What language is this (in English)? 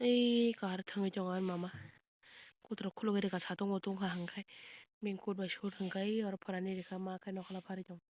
Kok Borok